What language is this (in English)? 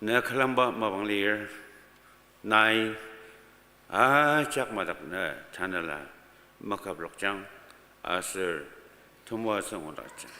Ao Naga